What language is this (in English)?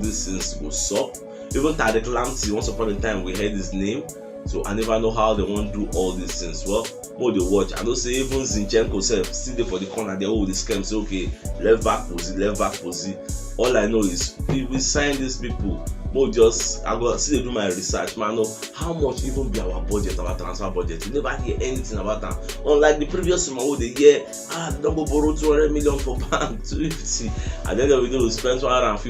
Nigerian Pidgin